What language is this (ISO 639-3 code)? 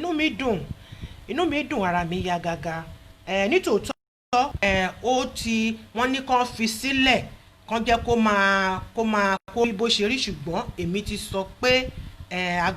yor